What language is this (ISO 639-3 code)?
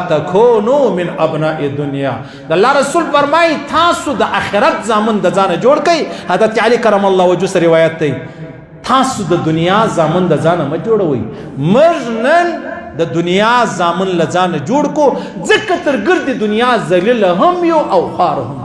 pus